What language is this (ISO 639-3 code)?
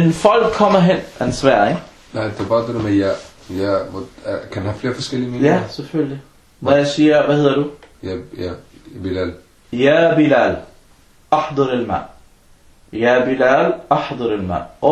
dan